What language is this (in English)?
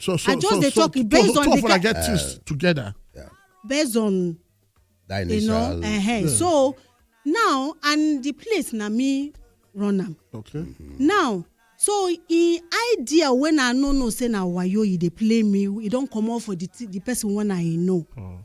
Nigerian Pidgin